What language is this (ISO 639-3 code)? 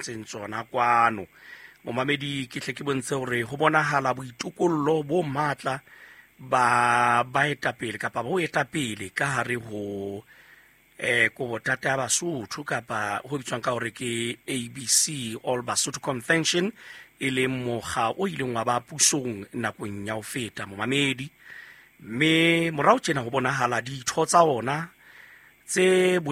sot